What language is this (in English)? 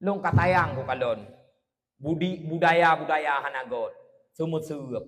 Achinese